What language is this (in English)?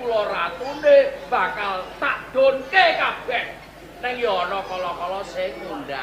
Javanese